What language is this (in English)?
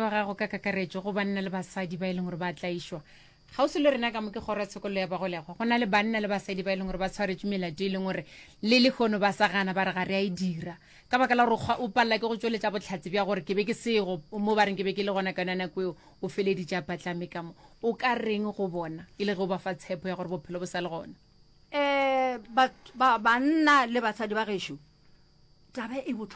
Northern Sotho